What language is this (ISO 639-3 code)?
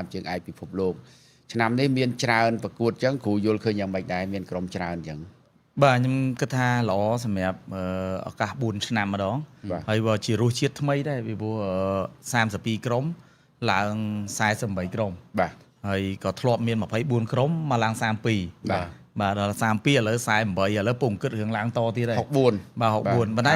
khm